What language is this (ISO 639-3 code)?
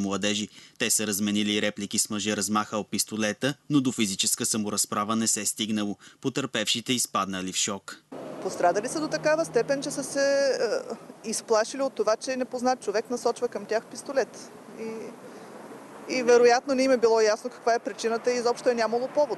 bul